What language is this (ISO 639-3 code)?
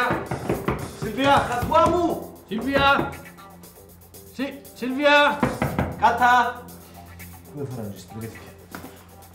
ell